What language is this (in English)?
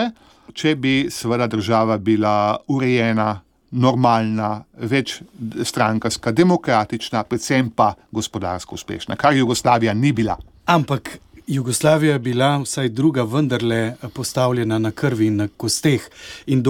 Slovenian